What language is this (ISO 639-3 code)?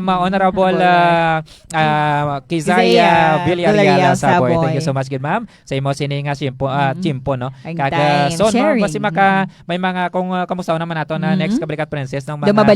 hil